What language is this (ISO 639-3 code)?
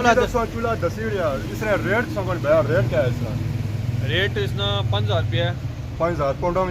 phr